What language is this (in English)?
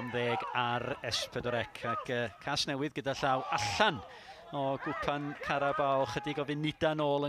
Welsh